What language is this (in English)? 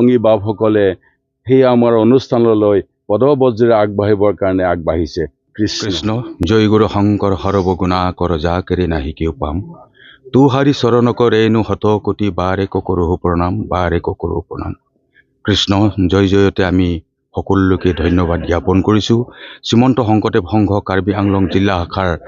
Assamese